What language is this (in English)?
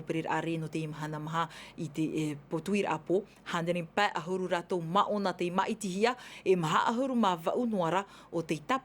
Tahitian